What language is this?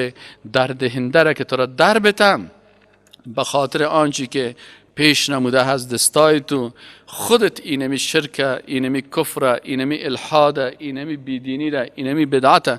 Persian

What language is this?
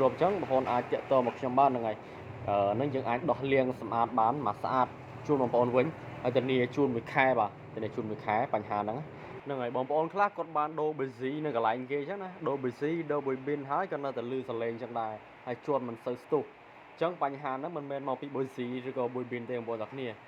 Khmer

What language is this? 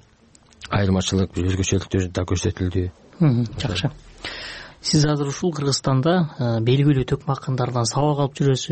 Kyrgyz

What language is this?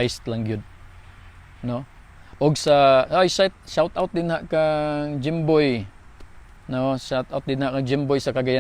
Cebuano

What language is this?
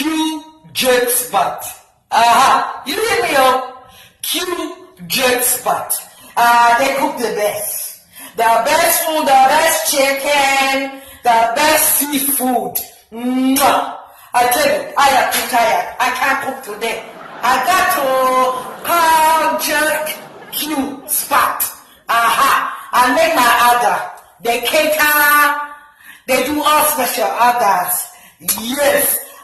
Jamaican Creole English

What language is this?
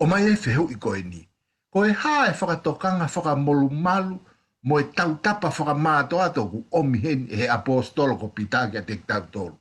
Tongan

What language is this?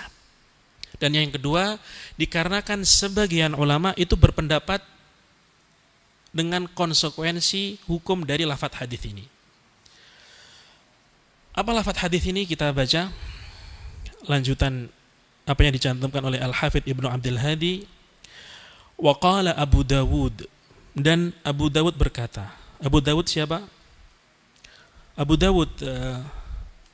Indonesian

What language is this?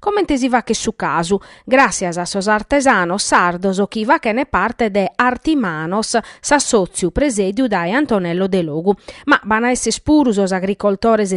Sardinian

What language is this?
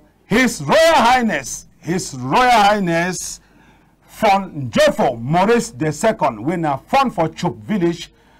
Cameroon Pidgin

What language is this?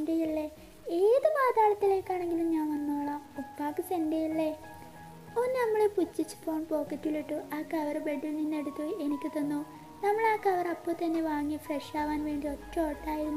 Malayalam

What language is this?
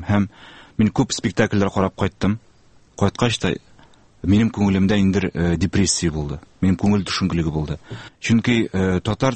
Tatar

